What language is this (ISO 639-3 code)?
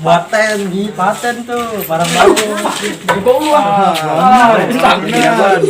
bew